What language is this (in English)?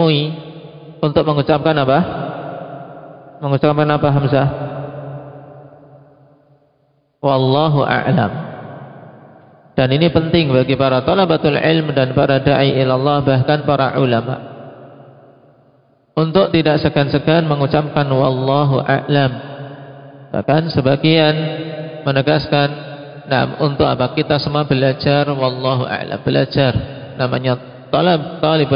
Indonesian